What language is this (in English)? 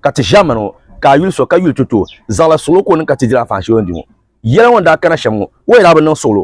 Dagbani